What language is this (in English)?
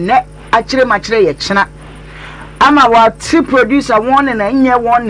Akan